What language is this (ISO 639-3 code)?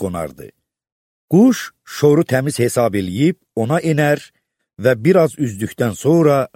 aze